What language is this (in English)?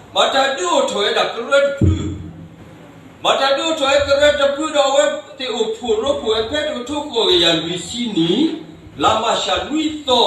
S'gaw Karen